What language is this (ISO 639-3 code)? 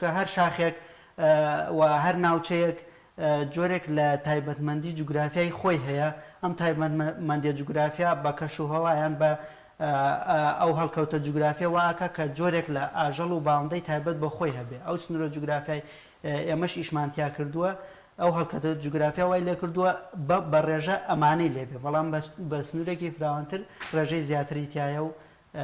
ckb